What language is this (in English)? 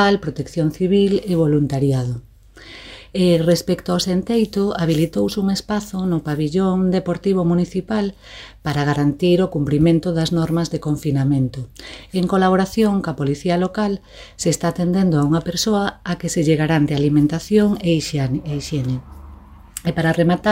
Galician